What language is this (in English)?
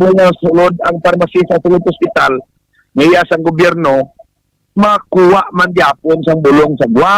Hiligaynon